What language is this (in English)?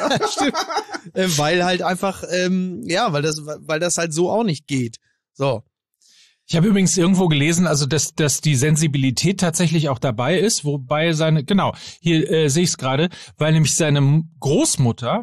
German